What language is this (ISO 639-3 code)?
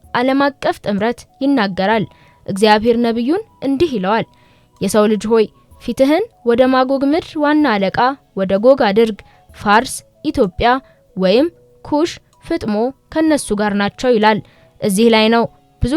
amh